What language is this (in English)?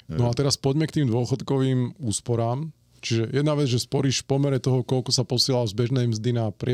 Slovak